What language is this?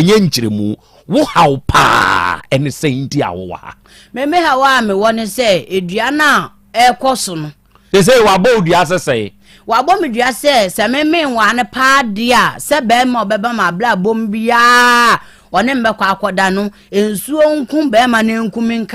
Akan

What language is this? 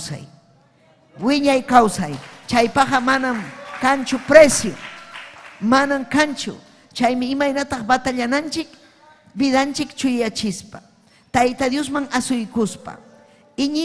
Ayacucho Quechua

